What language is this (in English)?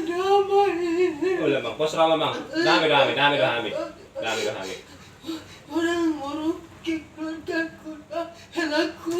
Betawi